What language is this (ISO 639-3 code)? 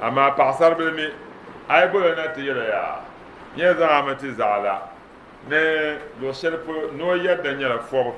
dag